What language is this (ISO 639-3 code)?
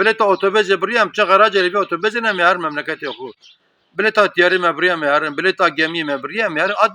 kur